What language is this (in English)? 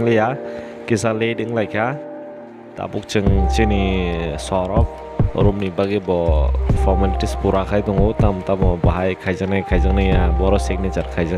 Kok Borok